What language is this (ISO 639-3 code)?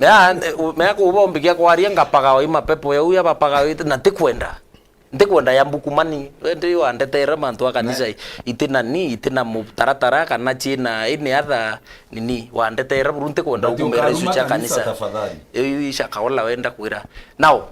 mer